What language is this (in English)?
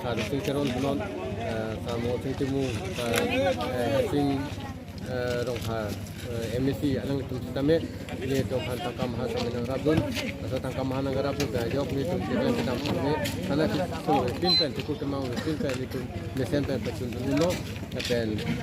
Karbi